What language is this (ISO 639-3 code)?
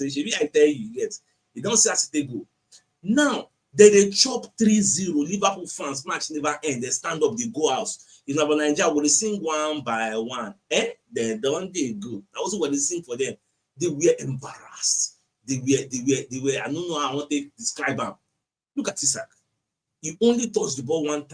pcm